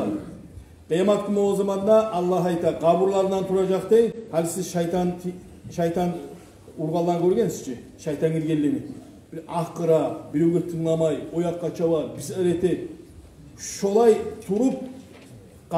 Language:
Kumyk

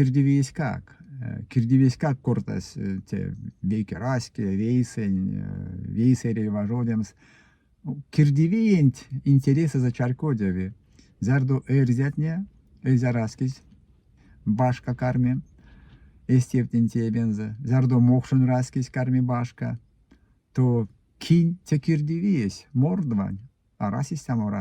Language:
Erzya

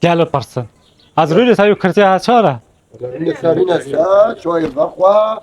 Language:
Kurdish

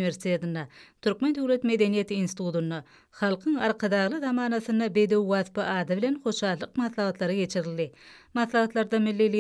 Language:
Turkmen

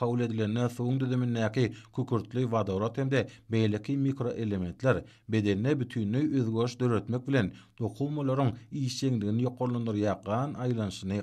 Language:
Turkmen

